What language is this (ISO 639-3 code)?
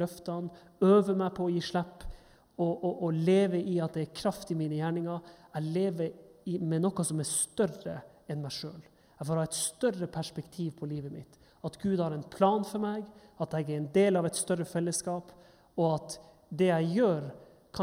nor